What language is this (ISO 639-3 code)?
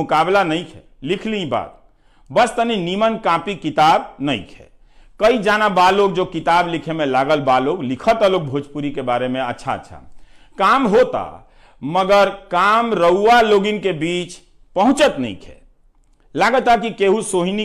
bho